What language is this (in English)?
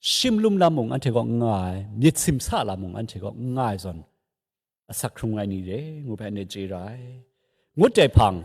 Kachin